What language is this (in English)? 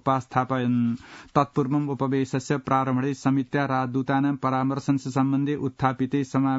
Sanskrit